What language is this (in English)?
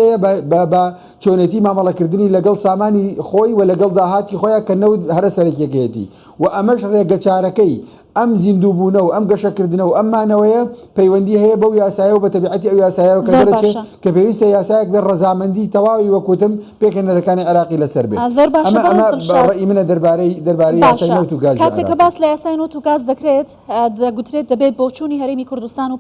Central Kurdish